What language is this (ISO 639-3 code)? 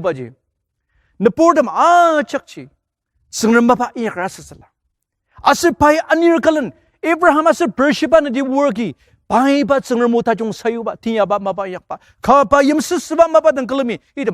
njo